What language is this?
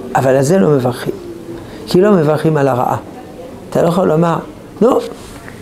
Hebrew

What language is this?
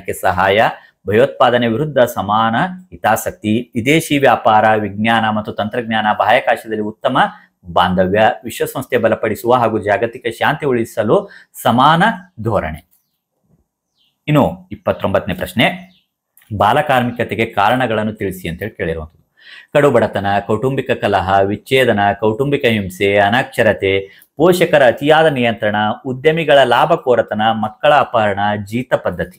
Kannada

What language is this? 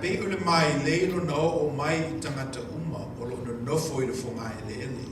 Samoan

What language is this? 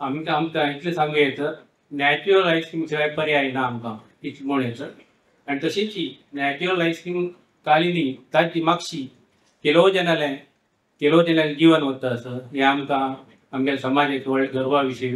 Konkani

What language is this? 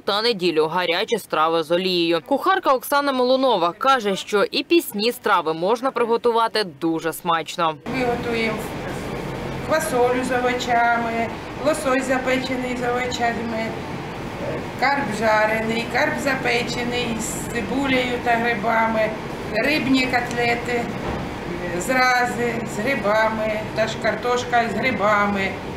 Ukrainian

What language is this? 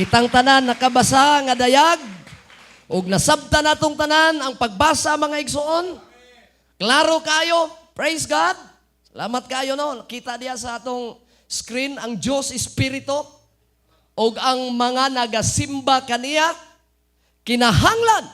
Cebuano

